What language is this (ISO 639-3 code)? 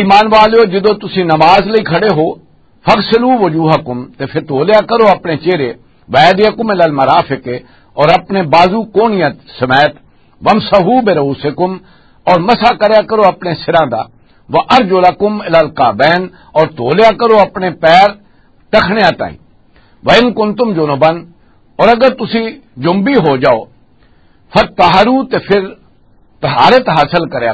lah